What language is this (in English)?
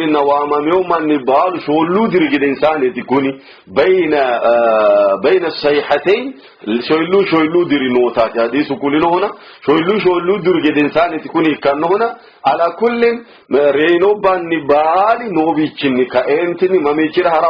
Sidamo